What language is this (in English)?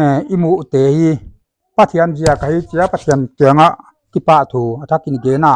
Paite Chin